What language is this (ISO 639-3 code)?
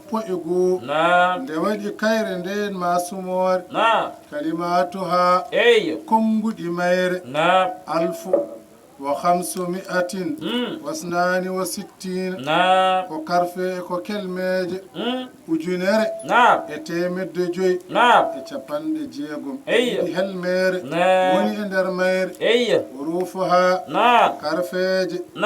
ful